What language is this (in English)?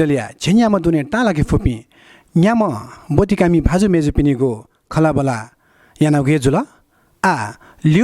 Newari